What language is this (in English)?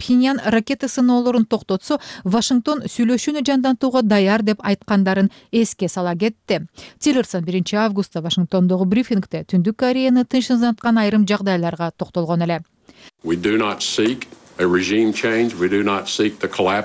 Kyrgyz